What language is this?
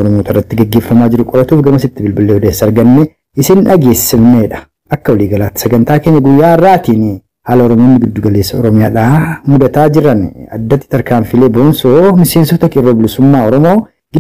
Oromo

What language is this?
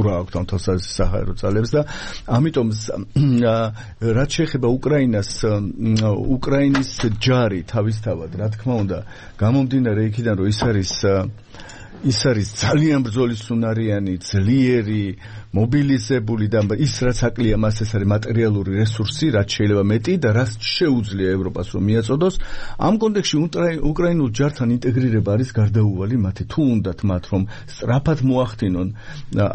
Georgian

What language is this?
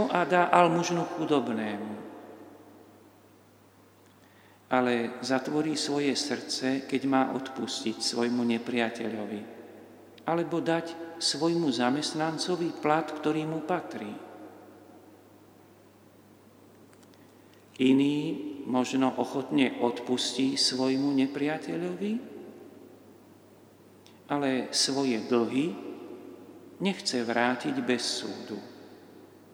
Slovak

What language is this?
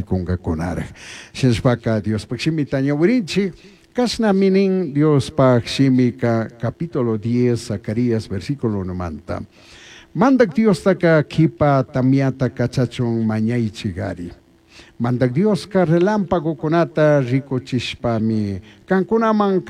Chimborazo Highland Quichua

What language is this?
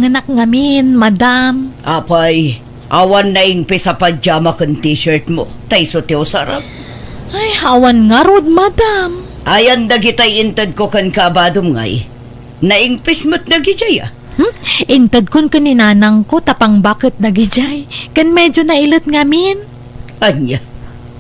Iloko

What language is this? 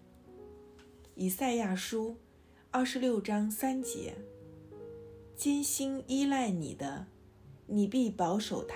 Chinese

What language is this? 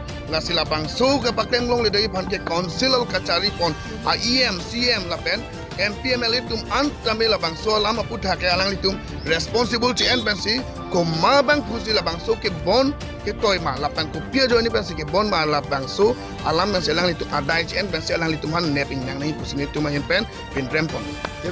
Karbi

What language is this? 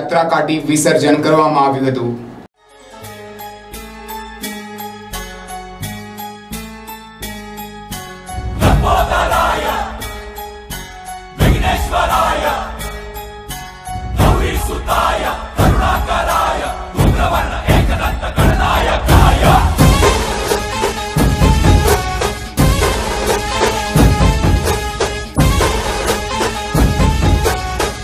Gujarati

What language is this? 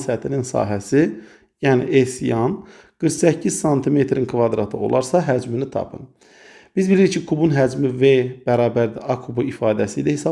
Azerbaijani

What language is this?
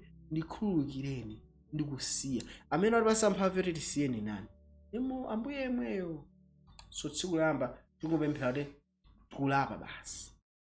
Nyanja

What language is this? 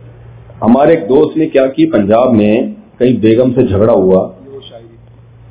Urdu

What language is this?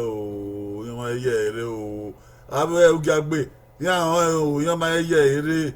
Bini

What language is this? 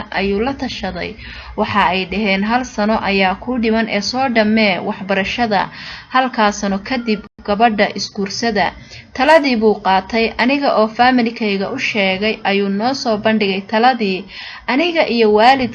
Somali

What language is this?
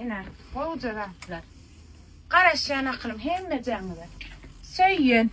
Turkmen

